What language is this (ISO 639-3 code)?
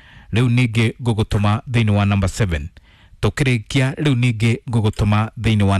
kik